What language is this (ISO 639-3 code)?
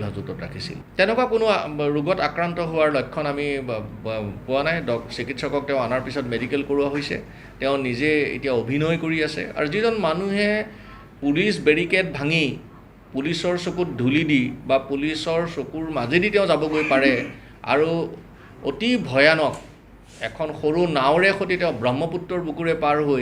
asm